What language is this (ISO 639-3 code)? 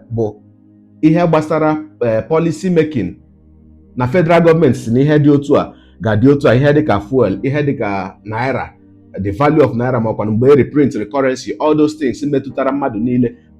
ibo